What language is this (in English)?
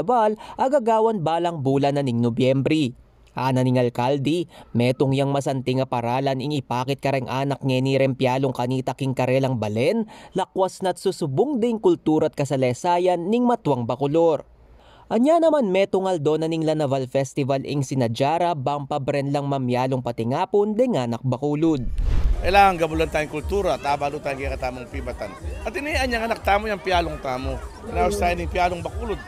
Pampanga